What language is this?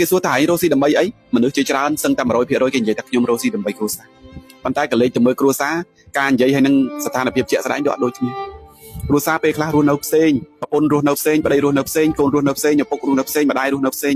Khmer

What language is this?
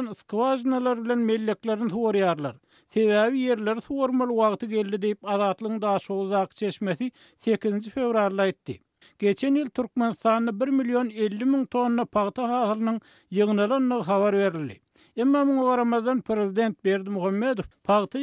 Turkmen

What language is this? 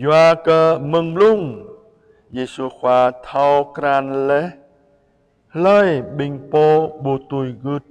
Jarai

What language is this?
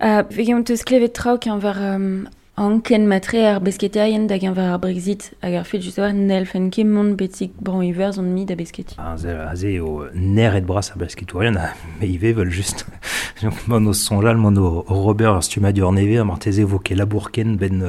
Breton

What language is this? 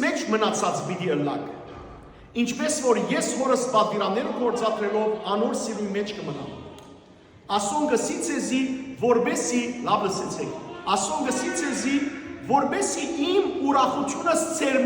Western Armenian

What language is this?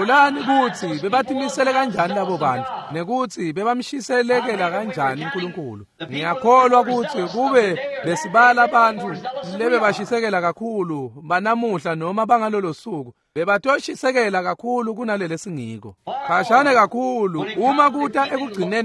Swati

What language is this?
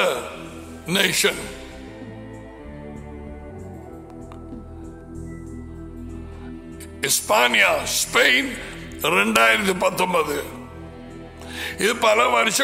Tamil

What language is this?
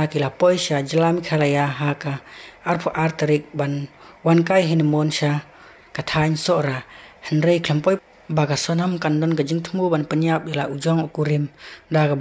Khasi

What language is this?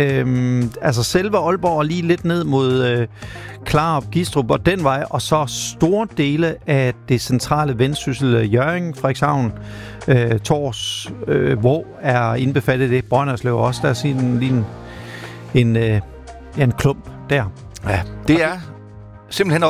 Danish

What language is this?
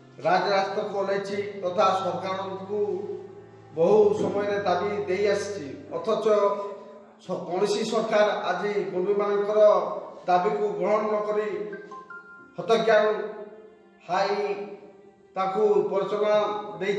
Odia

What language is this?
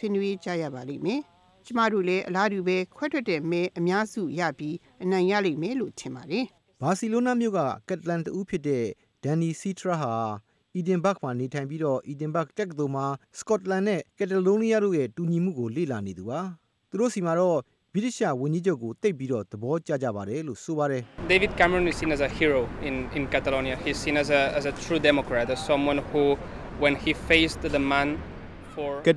Burmese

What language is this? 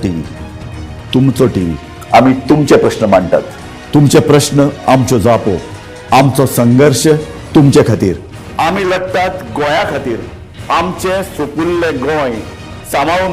Konkani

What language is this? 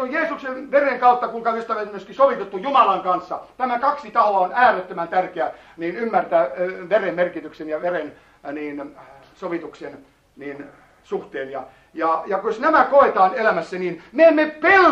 Finnish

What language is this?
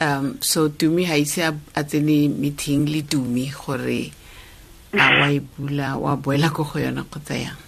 Tswana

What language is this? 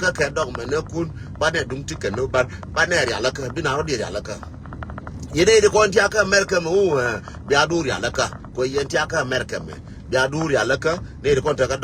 Nuer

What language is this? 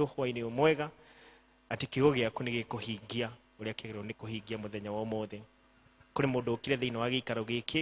Kikuyu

